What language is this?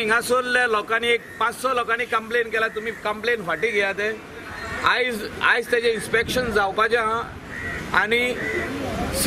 Konkani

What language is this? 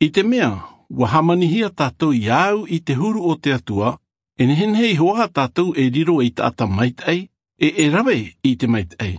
Tahitian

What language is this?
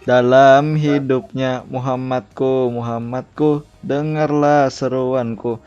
Banjar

